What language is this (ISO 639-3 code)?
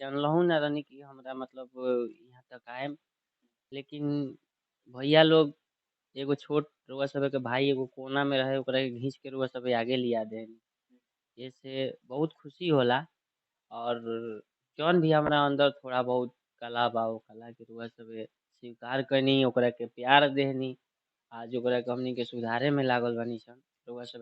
bho